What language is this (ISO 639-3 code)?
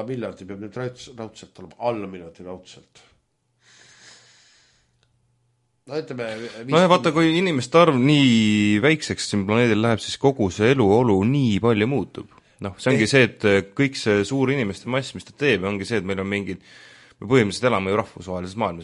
est